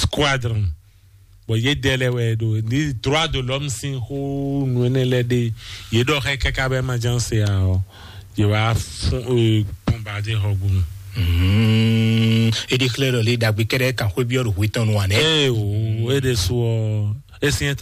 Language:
Fon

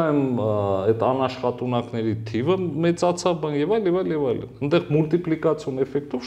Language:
Armenian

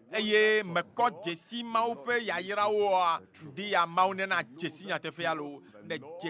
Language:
Ewe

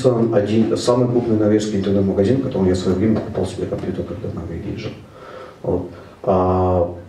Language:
Russian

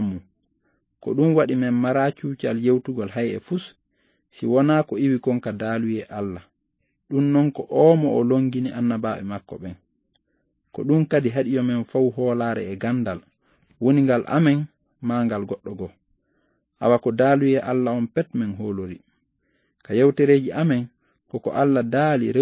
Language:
Fula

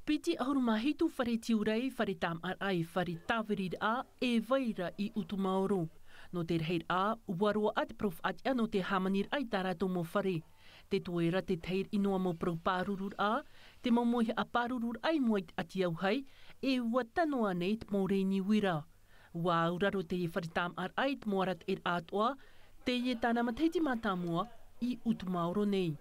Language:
Tahitian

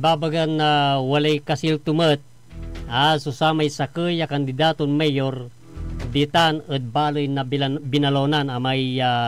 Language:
Pangasinan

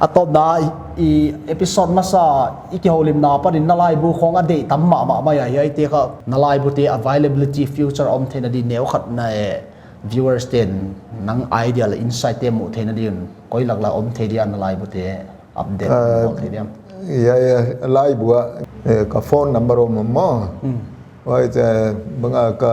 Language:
Paite Chin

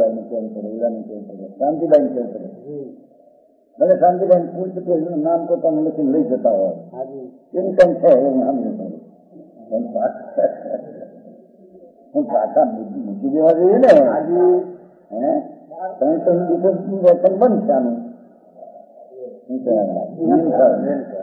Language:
Gujarati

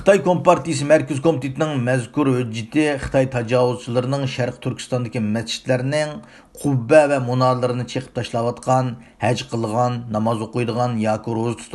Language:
Uyghur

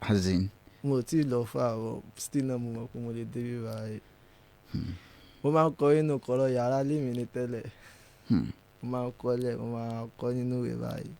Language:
Yoruba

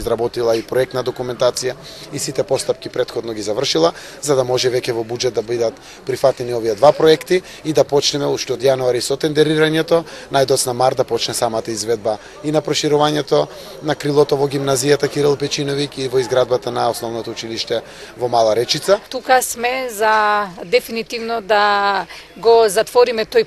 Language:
Macedonian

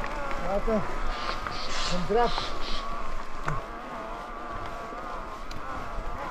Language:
Romanian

